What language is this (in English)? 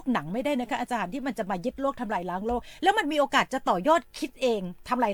Thai